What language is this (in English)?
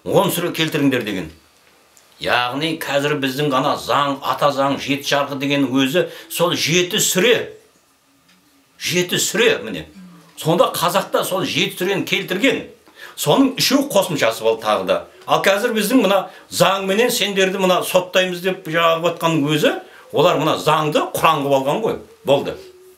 Kazakh